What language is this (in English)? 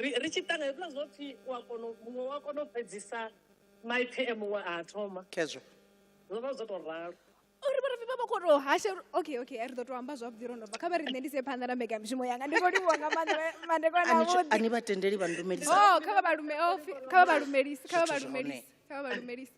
Venda